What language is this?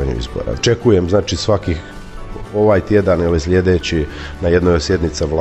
Croatian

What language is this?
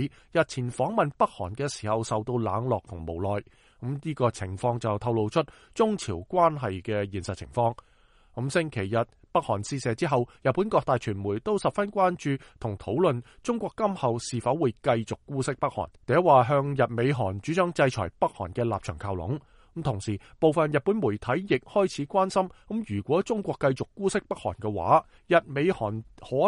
Cantonese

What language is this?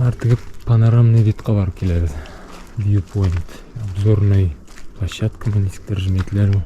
Bashkir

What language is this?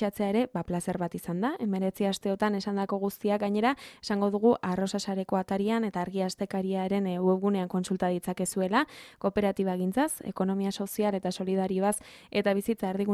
Basque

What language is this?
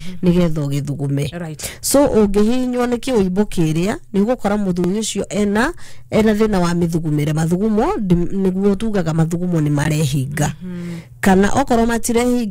Kikuyu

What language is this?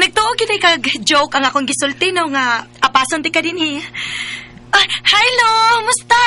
Cebuano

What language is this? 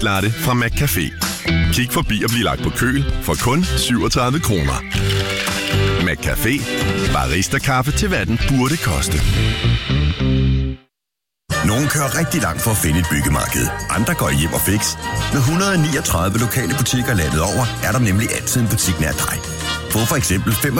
Danish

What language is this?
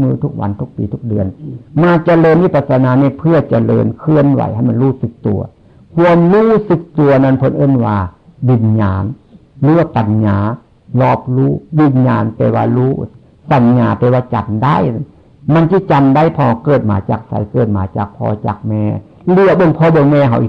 Northeastern Thai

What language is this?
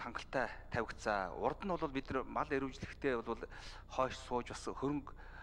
Mongolian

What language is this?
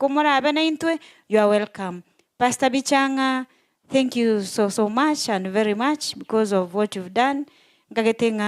Gusii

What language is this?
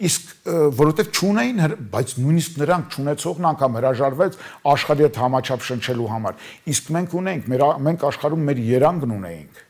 Armenian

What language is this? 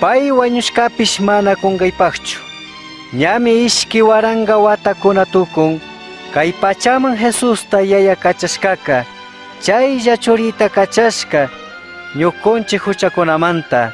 Chimborazo Highland Quichua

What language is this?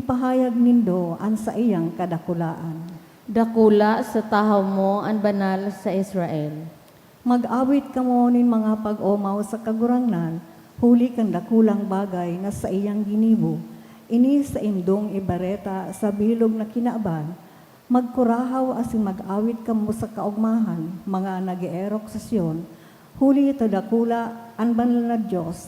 Bikol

